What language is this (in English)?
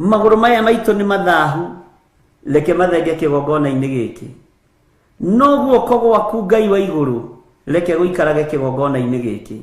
Kikuyu